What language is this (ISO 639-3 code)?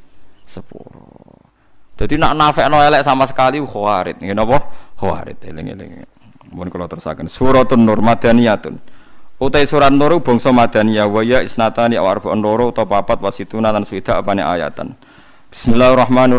jav